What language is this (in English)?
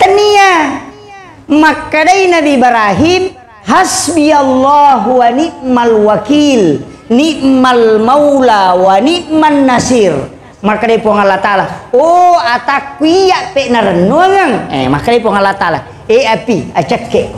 Buginese